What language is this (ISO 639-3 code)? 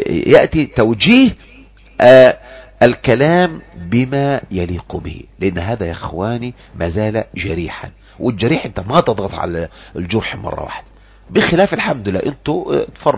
ara